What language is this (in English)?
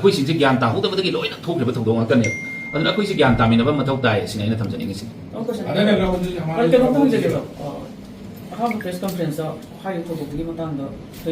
Manipuri